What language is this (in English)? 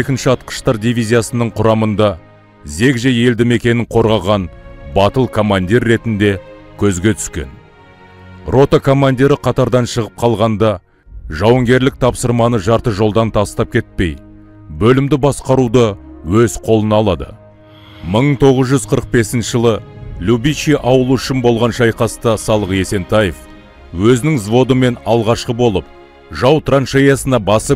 Kazakh